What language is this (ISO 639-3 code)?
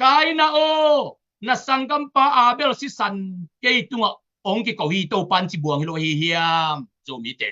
ctd